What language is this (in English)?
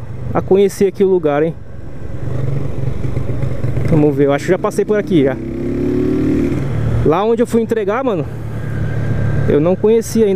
Portuguese